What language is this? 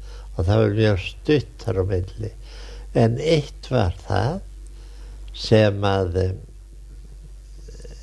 Icelandic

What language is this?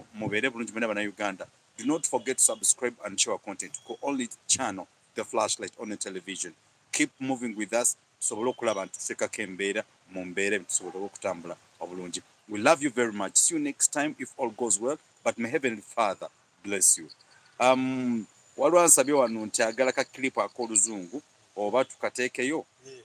Ganda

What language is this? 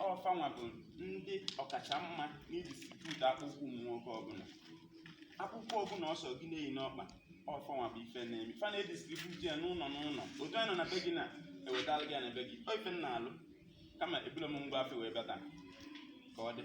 Igbo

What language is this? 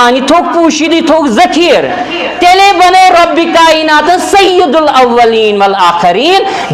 Kashmiri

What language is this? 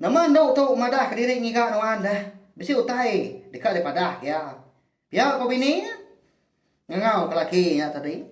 Iban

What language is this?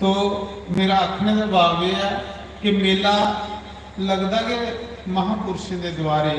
Dogri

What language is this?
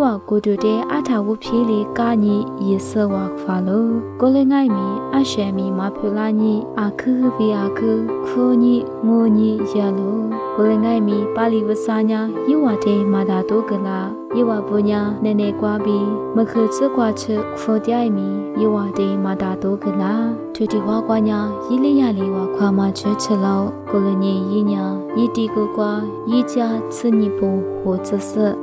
Lisu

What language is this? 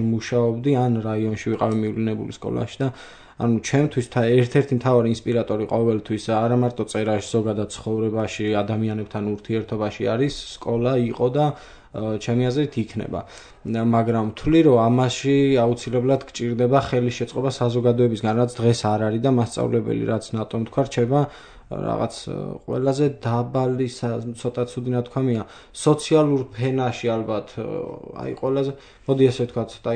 Georgian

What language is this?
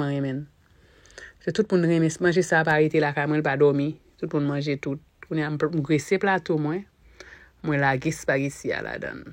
Haitian Creole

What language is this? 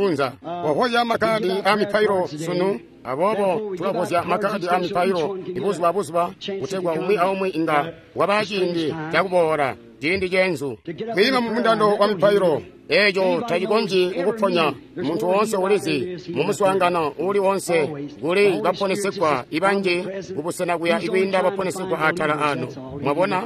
Tonga (Zambia)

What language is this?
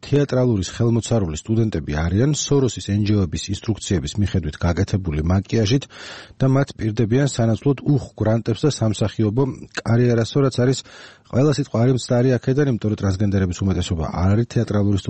Georgian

